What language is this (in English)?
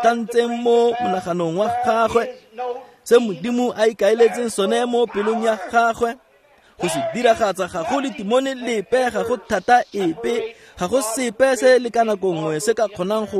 Tswana